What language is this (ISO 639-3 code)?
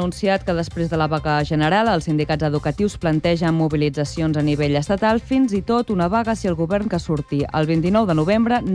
cat